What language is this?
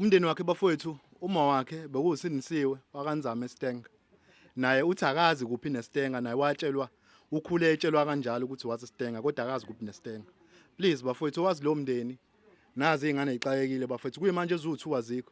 Zulu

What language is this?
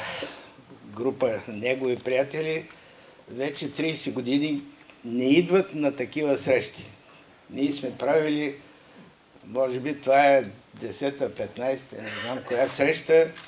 Bulgarian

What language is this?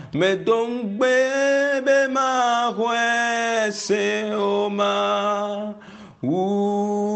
Ewe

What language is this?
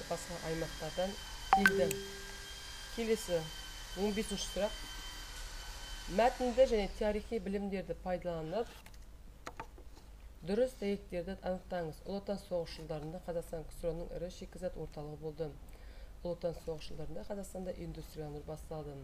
Kazakh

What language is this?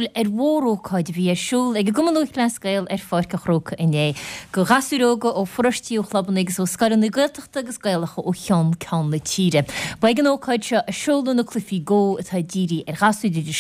Irish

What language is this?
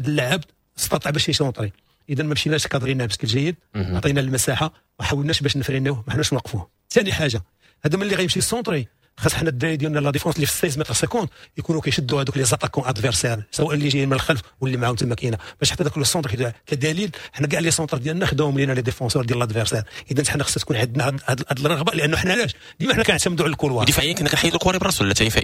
Moroccan Arabic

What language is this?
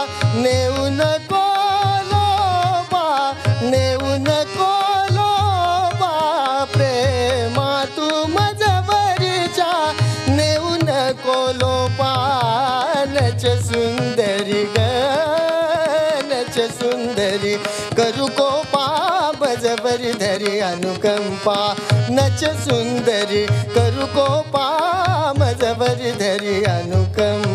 Marathi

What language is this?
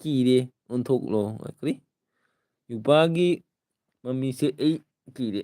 Manipuri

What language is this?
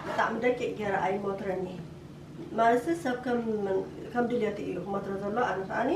Tigrinya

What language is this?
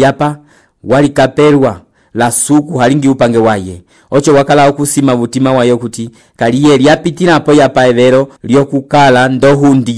Umbundu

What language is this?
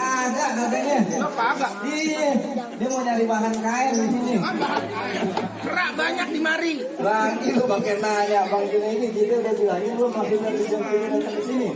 Betawi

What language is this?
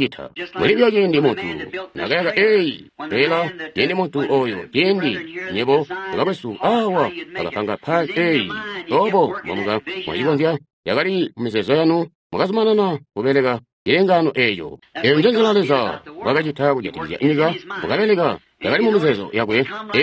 Tonga (Zambia)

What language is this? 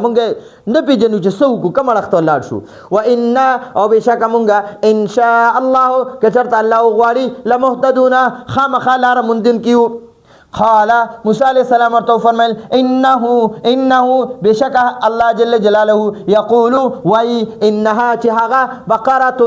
Pashto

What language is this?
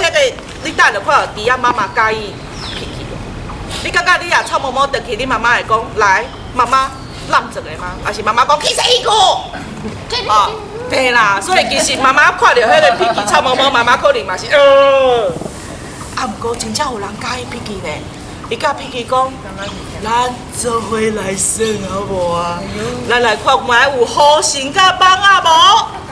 Min Nan Chinese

